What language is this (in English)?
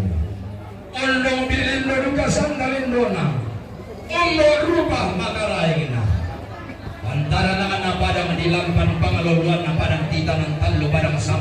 Toraja-Sa'dan